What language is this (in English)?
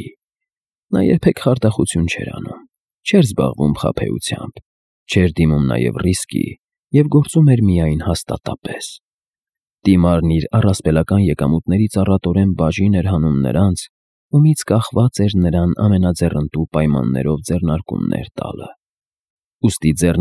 Armenian